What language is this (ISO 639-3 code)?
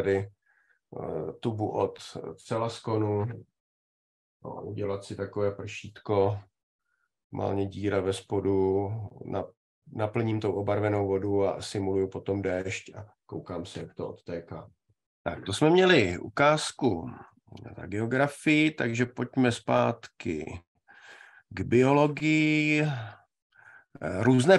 ces